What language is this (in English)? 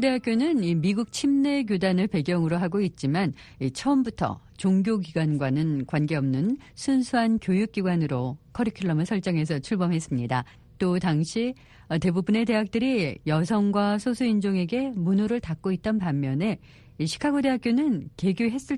Korean